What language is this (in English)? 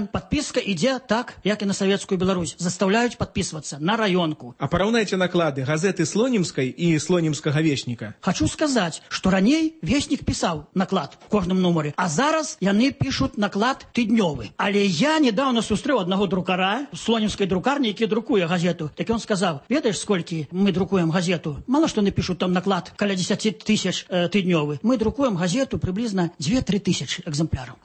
Belarusian